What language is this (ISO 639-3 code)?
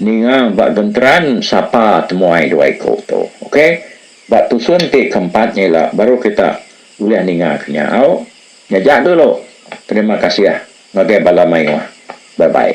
iba